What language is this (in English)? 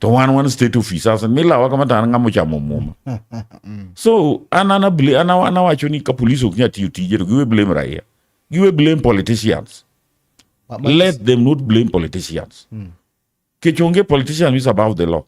Luo (Kenya and Tanzania)